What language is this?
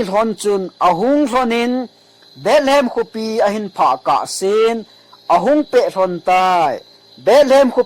Thado Chin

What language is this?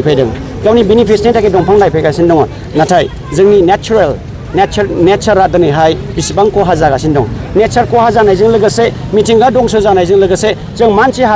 Bodo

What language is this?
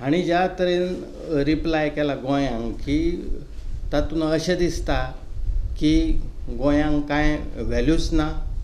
Konkani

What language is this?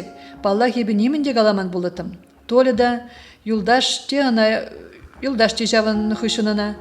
Chuvash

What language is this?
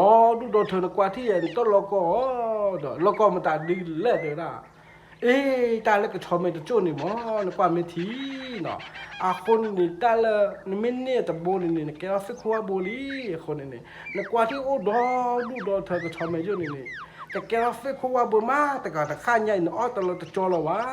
S'gaw Karen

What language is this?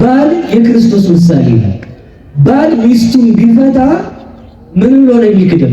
Amharic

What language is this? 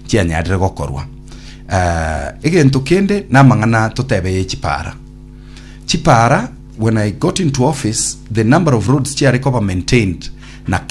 Gusii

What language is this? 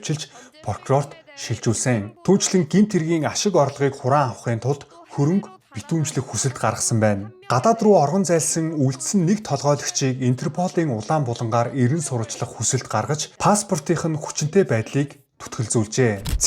Mongolian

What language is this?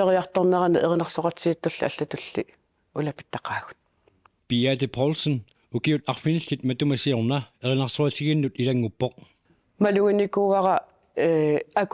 Kalaallisut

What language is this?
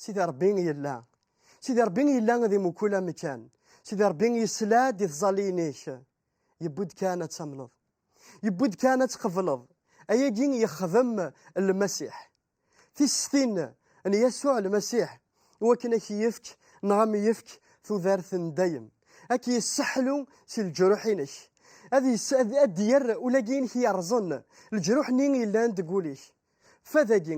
Kabyle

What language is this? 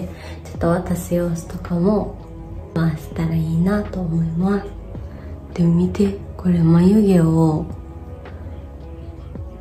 Japanese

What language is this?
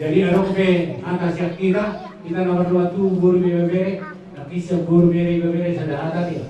Batak Toba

